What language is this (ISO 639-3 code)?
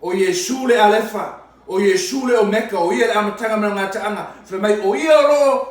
smo